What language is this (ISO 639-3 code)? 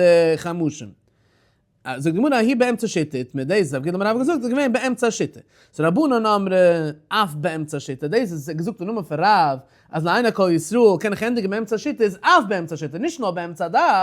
yid